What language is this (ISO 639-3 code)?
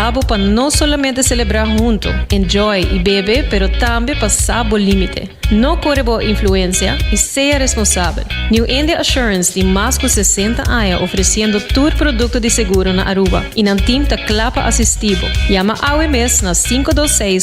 pap